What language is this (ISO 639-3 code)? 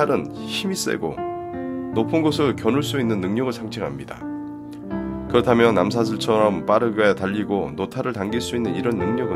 kor